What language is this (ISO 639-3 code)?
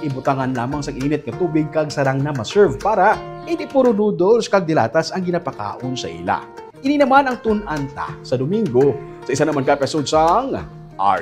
hil